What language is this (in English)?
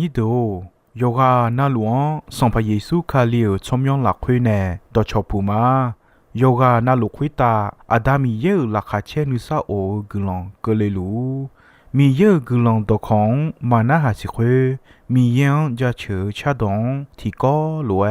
Akha